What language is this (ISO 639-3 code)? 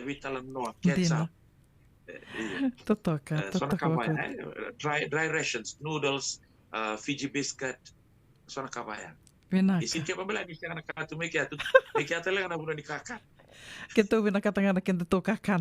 fij